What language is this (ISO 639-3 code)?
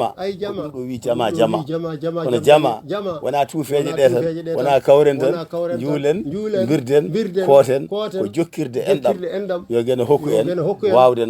ful